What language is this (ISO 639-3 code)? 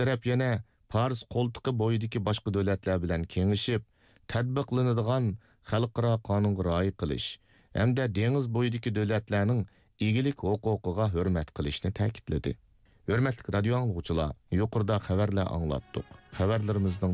uig